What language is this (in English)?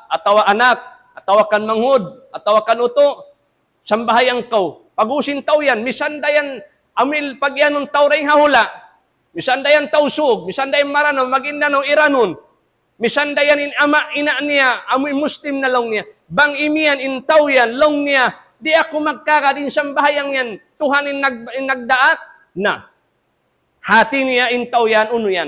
Tausug